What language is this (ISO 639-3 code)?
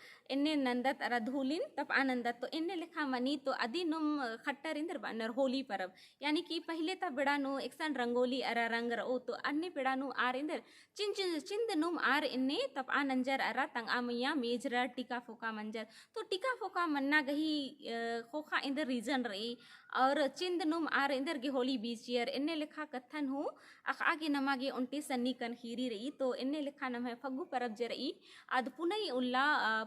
kru